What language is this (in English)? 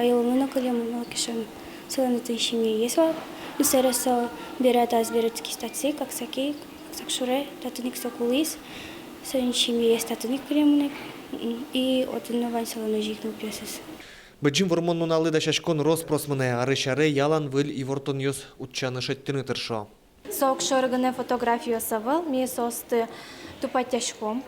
Udmurt